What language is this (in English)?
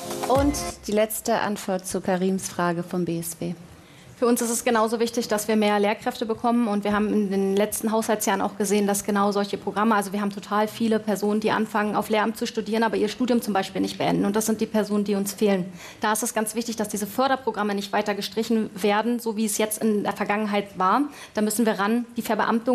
German